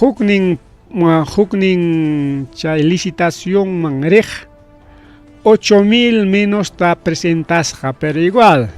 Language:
Ayacucho Quechua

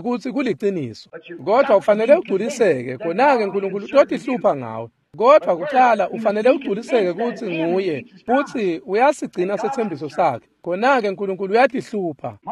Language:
Swati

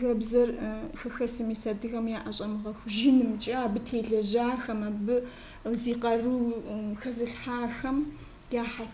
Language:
Kabardian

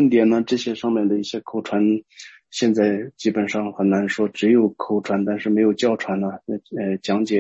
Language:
Chinese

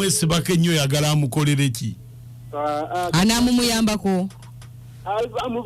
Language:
Ganda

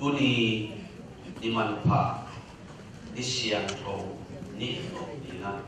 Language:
Tedim Chin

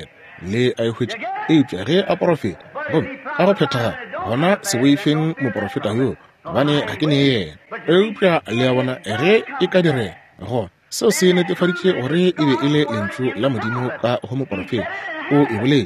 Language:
Northern Sotho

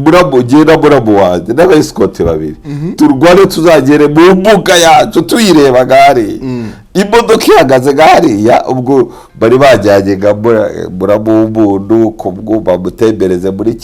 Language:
Kinyarwanda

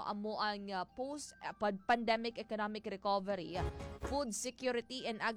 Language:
Hiligaynon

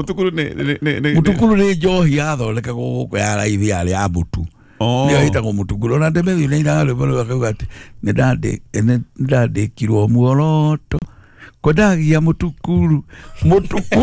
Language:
Kikuyu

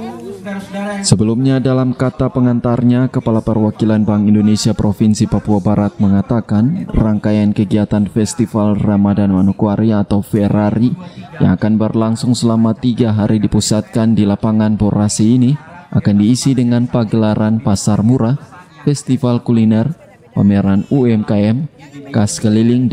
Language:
Indonesian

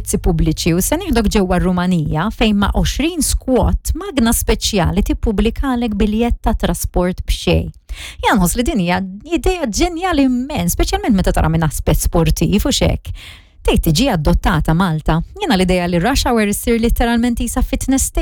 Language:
Maltese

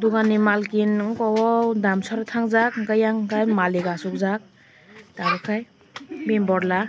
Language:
Kok Borok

